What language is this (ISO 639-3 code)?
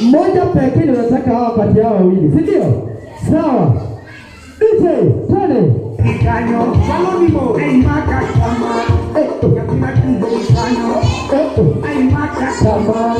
luo